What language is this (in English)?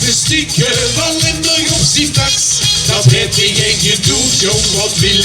Limburgish